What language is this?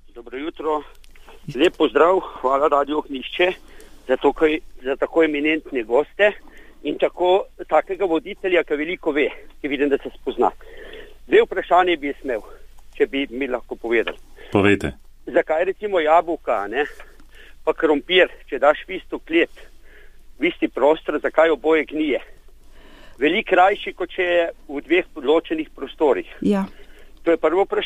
Slovenian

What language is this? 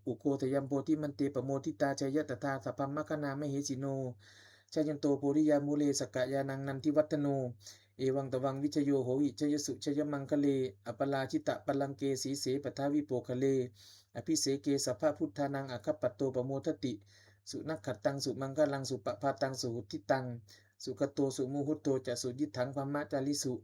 Pali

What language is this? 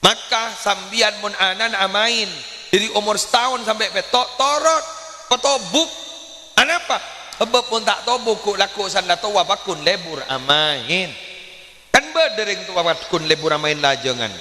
Madurese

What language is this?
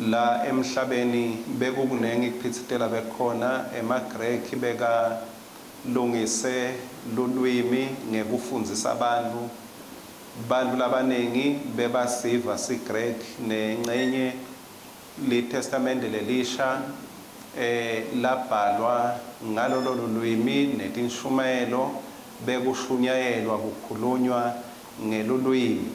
Swati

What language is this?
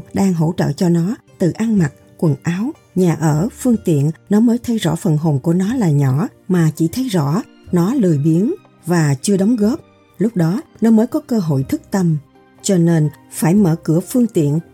Vietnamese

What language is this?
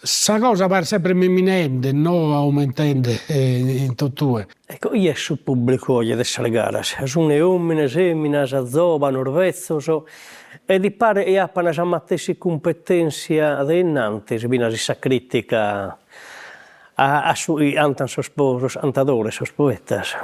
Sardinian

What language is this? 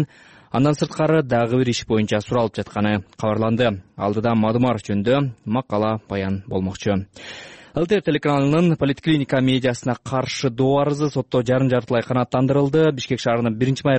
Kyrgyz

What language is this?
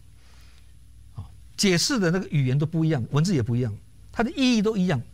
Chinese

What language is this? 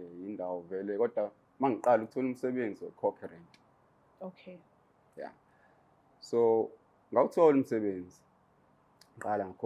Zulu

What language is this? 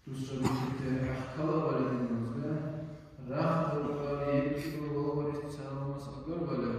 Dargwa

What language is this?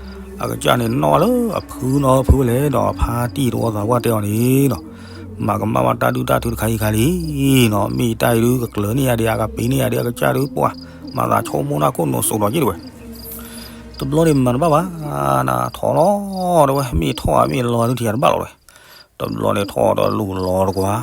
S'gaw Karen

